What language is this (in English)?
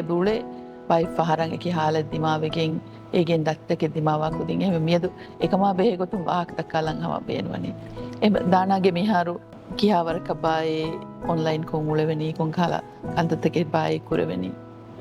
Divehi